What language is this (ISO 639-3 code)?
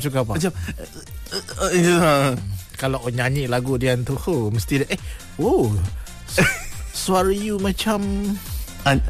msa